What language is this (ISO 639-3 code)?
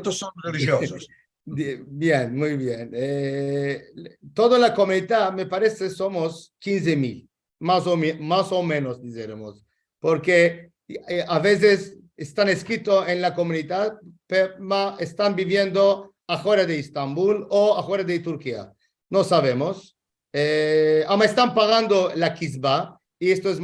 lad